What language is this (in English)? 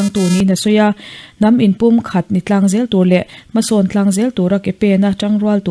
Mizo